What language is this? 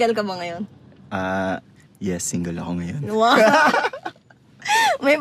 Filipino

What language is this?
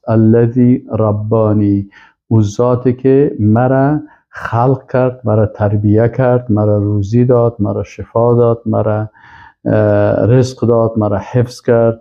Persian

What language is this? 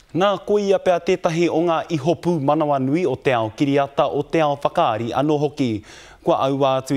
Māori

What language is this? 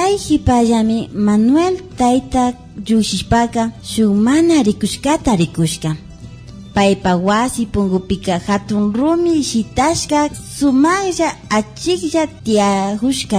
Imbabura Highland Quichua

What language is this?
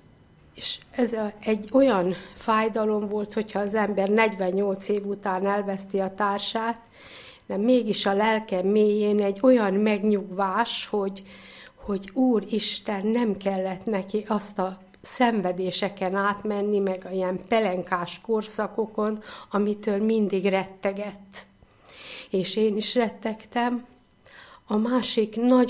Hungarian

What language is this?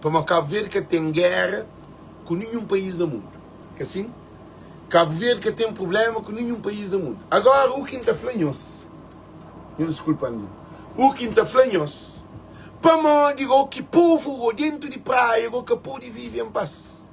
Kabuverdianu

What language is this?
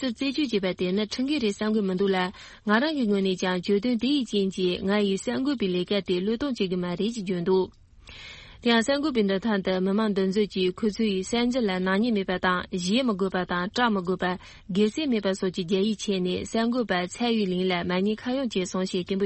Tibetan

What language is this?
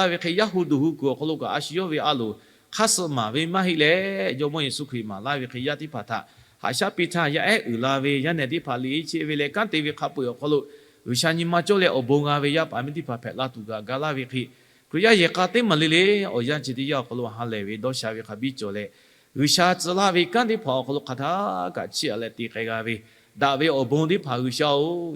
Lahu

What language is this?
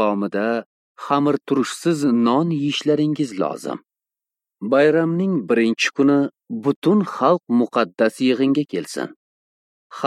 Uzbek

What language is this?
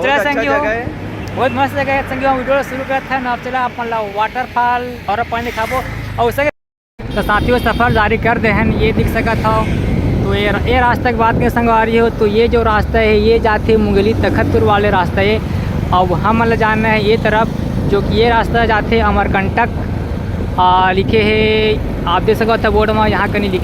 Chhattisgarhi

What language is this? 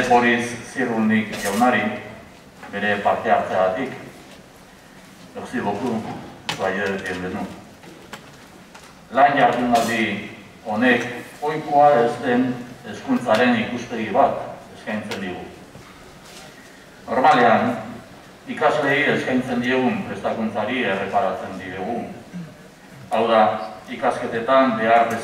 Basque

